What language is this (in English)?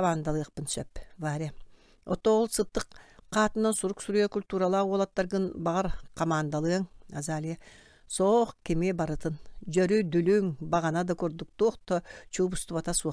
Yakut